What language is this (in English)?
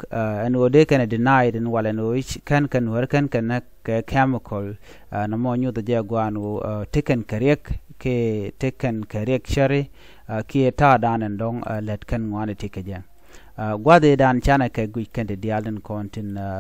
Nuer